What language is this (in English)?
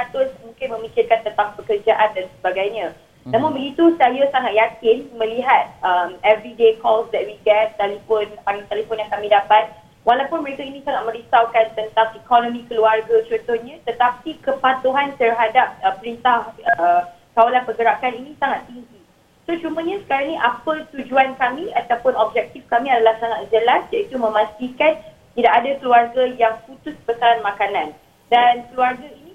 Malay